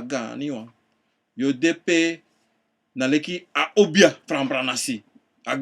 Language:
Sranan Tongo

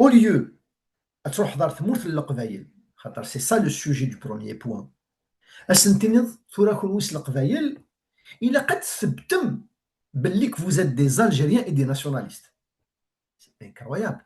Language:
Kabyle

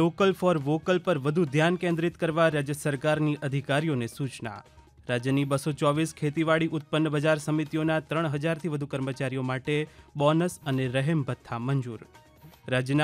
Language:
Gujarati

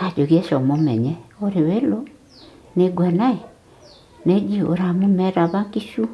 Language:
Masai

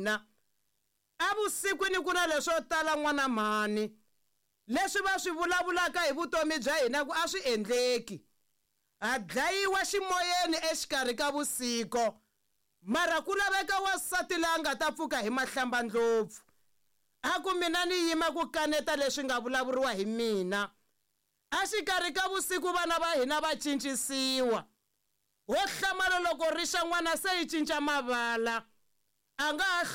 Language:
Tsonga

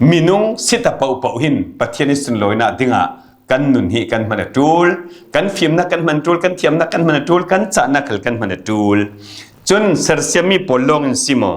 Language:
Falam Chin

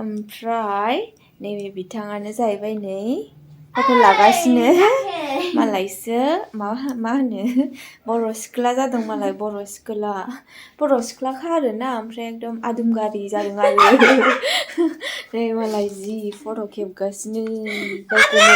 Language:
Bodo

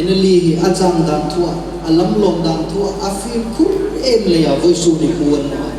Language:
Hmar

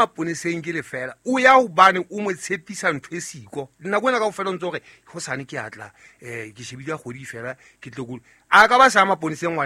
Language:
Southern Sotho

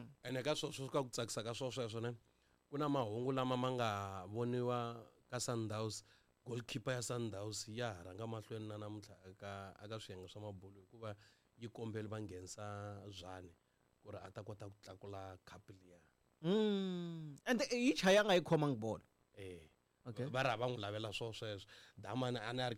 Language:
Tsonga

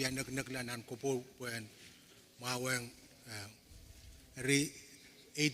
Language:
Pohnpeian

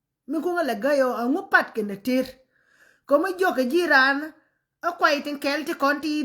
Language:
Nuer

